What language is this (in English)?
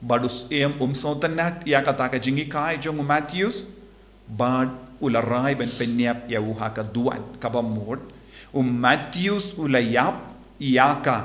Khasi